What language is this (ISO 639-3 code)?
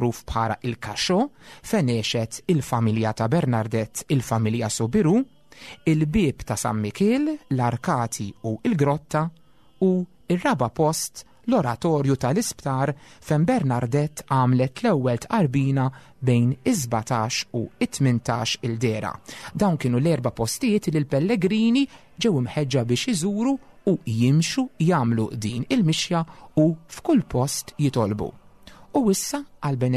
mlt